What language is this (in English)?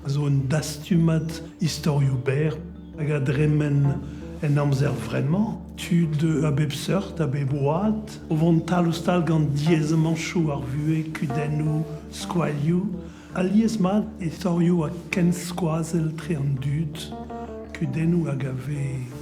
Breton